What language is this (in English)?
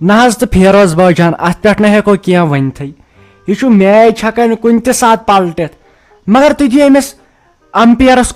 Kashmiri